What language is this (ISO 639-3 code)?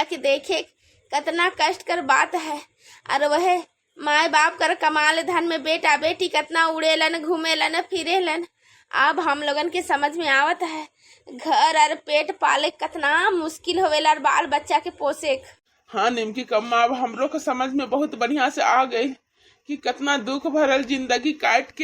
bho